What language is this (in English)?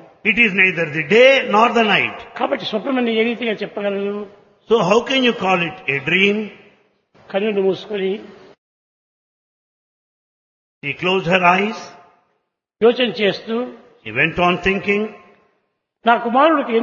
Telugu